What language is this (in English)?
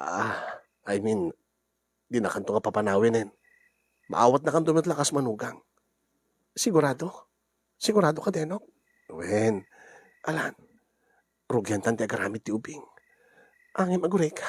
Iloko